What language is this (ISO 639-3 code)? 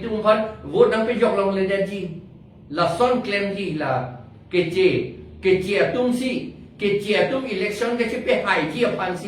mjw